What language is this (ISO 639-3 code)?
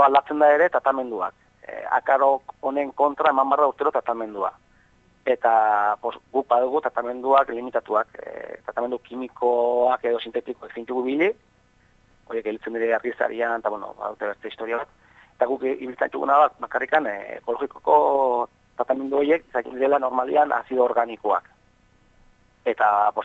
eus